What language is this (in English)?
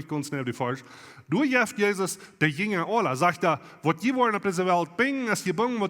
Plautdietsch